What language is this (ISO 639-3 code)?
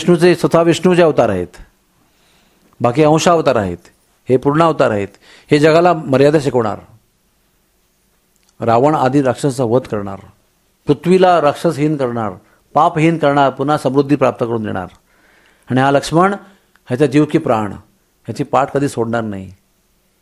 mar